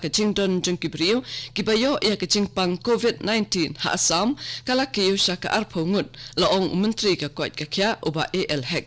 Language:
Khasi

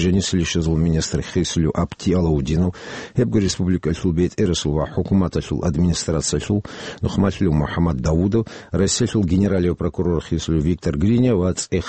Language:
Avaric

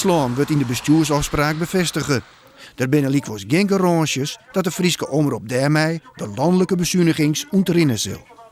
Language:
Western Frisian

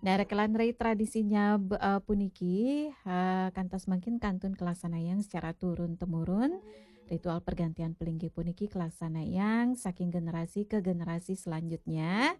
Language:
Balinese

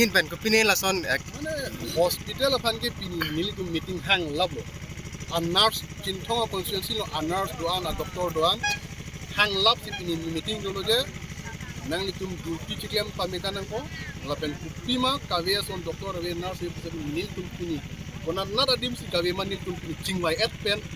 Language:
Karbi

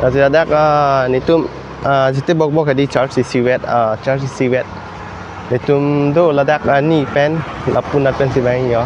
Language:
Karbi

